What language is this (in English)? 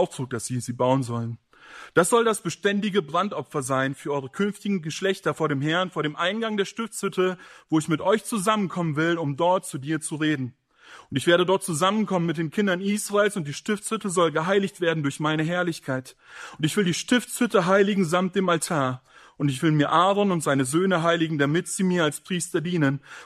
German